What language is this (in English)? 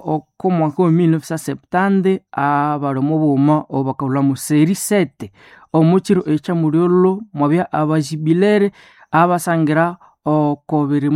Nande